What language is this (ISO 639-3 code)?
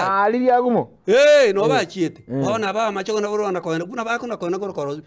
guz